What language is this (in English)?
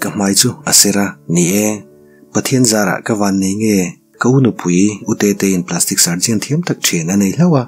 Mizo